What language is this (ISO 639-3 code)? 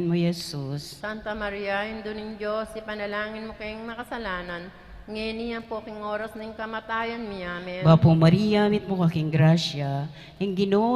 pam